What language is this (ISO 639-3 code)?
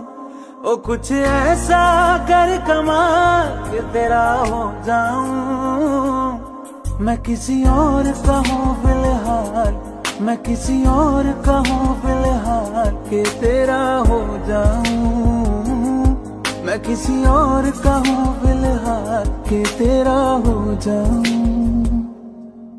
hin